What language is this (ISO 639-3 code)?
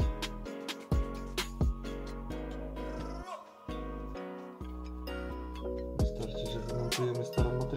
pol